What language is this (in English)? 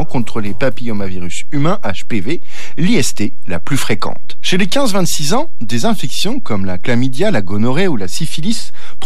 French